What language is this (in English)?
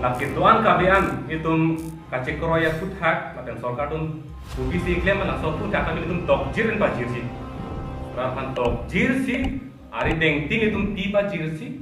Karbi